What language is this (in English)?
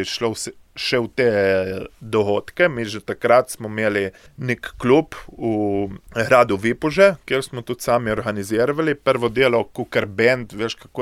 Slovenian